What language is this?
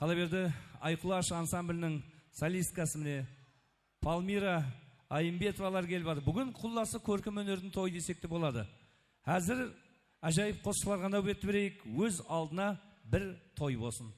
Kara-Kalpak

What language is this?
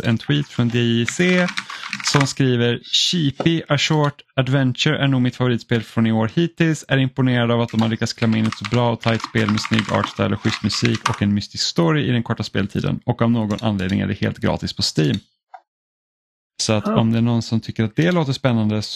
Swedish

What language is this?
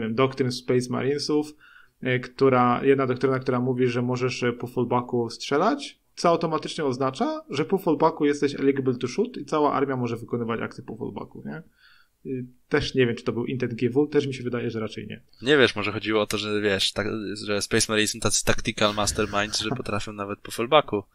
Polish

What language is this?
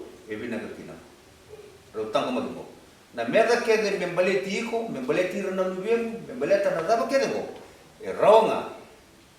Fijian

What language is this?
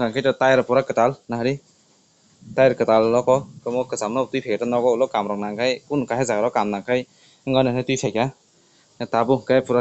Kok Borok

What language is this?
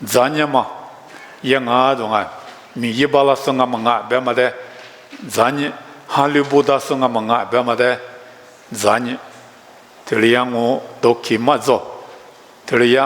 Lisu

